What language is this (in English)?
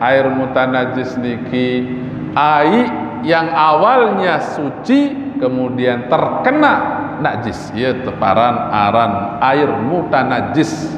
Sasak